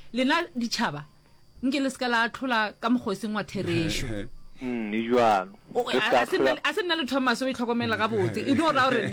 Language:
Northern Sotho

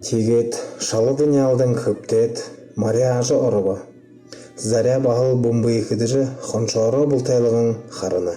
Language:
Buriat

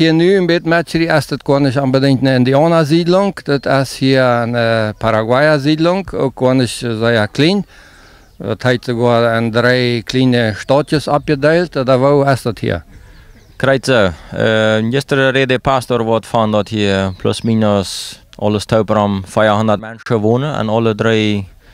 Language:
Plautdietsch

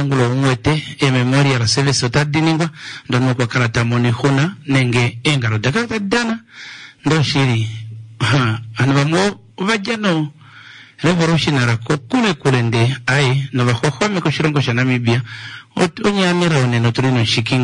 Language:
Kuanyama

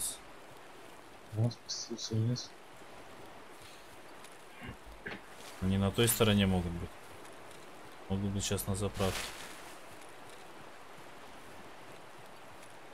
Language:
Russian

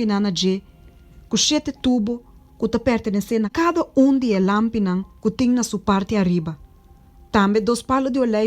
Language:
Papiamento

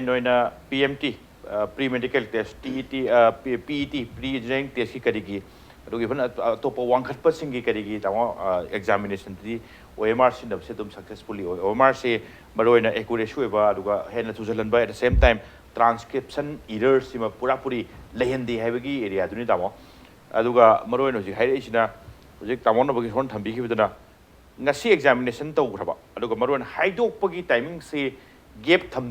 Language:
Manipuri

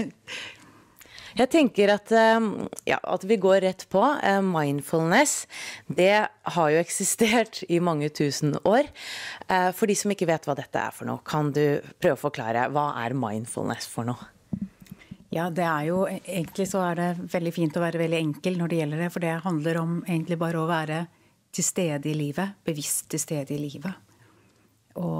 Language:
Norwegian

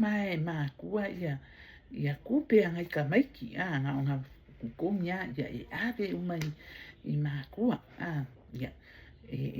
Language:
Samoan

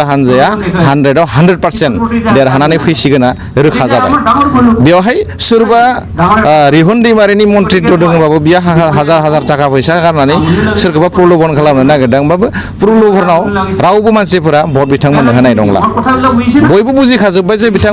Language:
Bodo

